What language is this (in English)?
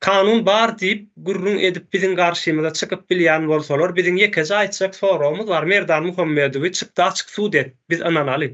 Turkmen